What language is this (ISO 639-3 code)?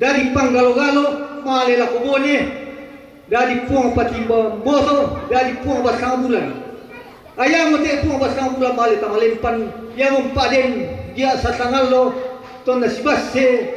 sda